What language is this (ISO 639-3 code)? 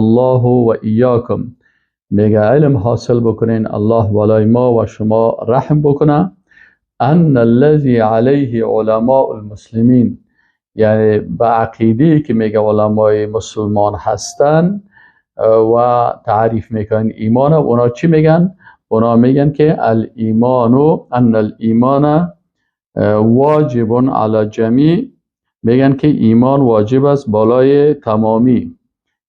fas